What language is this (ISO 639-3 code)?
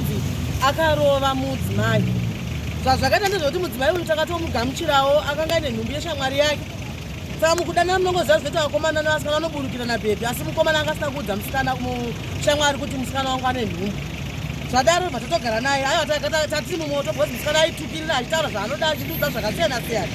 sna